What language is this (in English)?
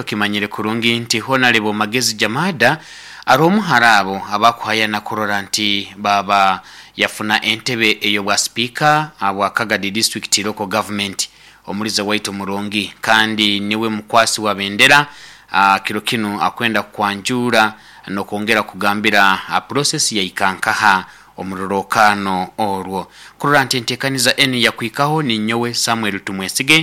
Nyoro